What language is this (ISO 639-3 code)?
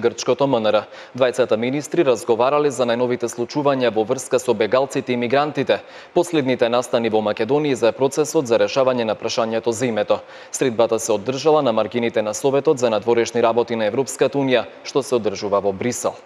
mkd